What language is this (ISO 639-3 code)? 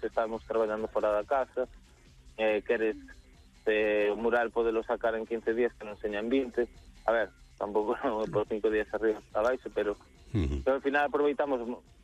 glg